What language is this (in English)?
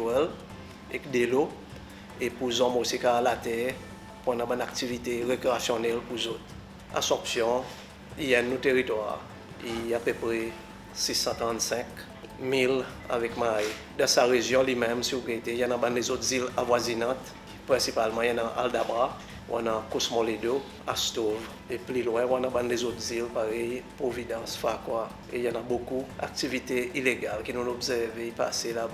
Seselwa Creole French